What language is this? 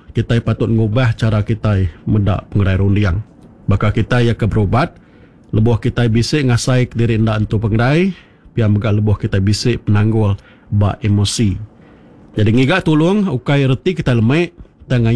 Iban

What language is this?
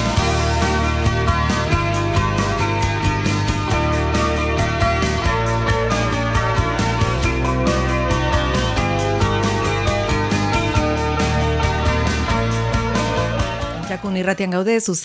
Basque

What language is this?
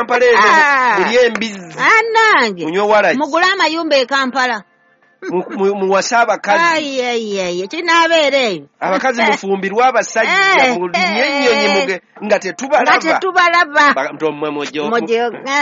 Ganda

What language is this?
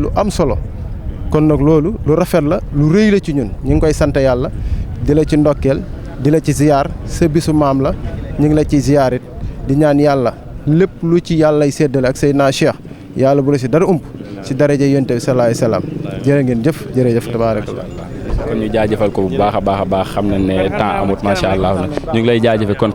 Wolof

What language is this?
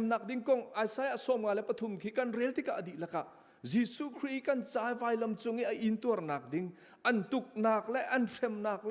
Hakha Chin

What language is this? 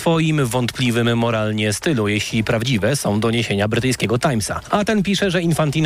Polish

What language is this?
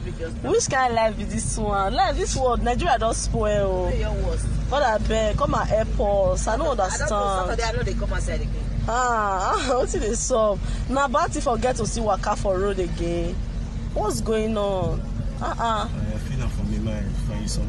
Nigerian Pidgin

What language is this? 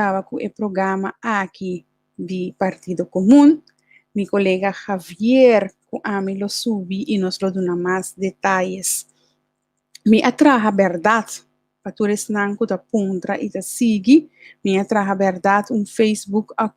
Papiamento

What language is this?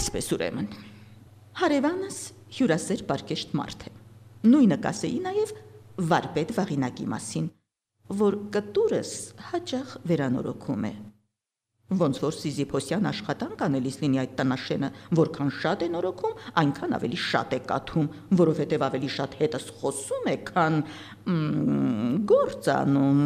Armenian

